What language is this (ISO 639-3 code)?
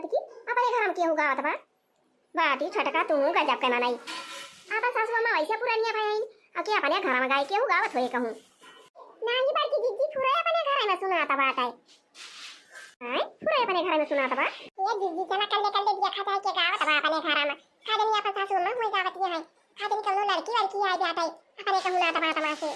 awa